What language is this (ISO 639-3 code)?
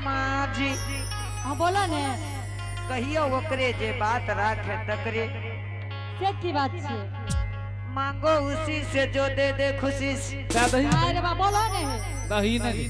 anp